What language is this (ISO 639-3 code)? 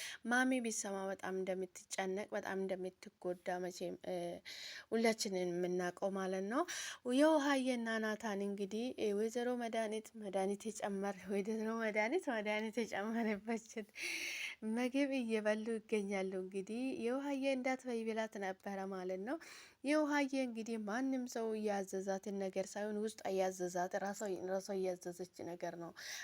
amh